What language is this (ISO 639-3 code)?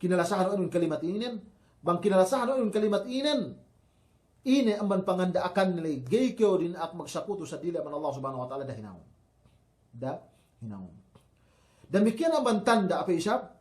yka